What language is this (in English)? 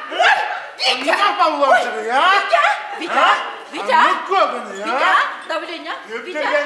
Yakut